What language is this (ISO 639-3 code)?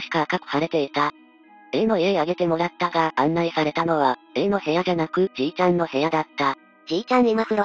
jpn